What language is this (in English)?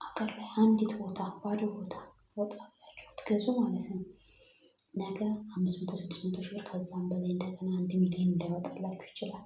Amharic